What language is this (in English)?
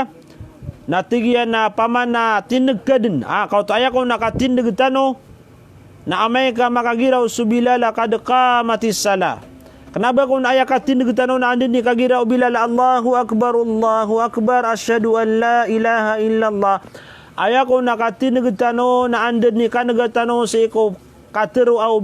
Maranao